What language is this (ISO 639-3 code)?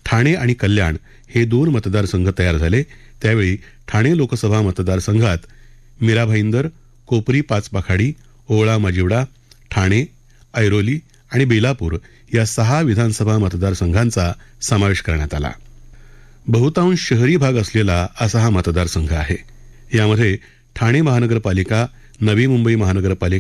mar